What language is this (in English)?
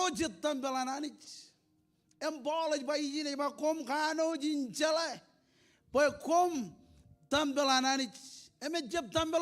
Marshallese